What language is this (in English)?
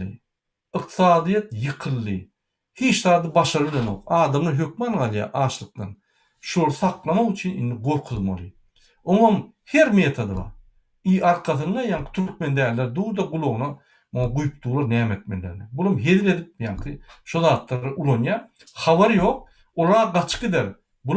Turkmen